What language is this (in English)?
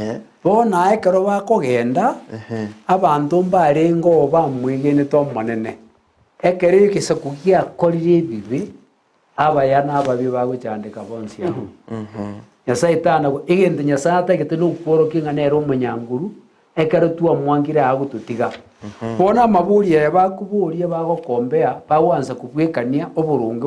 Gusii